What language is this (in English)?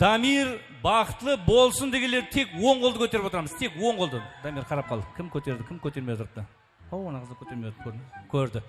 Kara-Kalpak